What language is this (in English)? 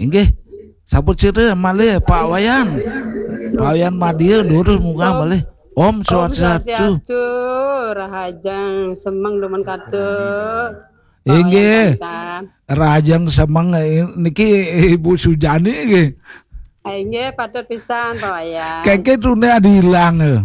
Balinese